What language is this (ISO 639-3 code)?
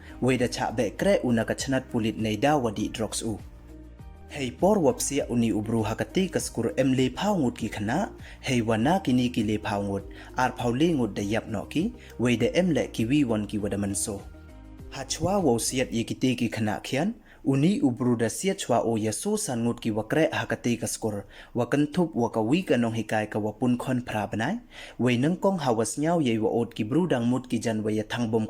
pbv